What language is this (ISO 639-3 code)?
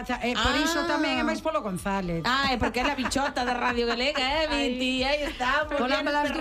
glg